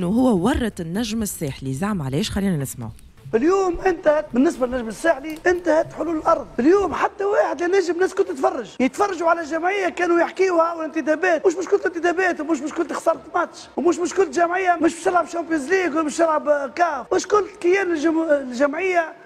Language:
Tunisian Arabic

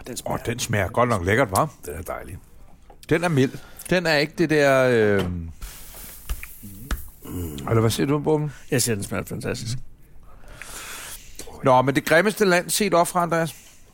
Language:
Danish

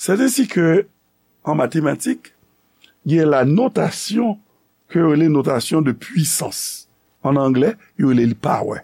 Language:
Haitian Creole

